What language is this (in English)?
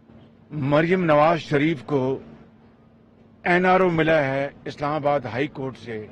Urdu